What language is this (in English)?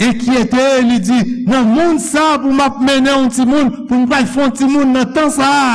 Haitian Creole